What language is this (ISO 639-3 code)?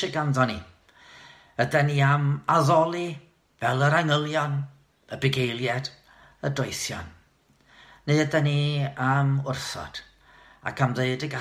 cym